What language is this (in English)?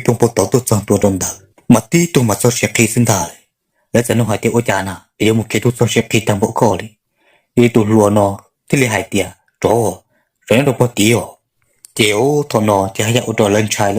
Hmong